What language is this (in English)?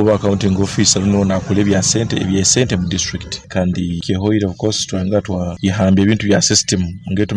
Nyankole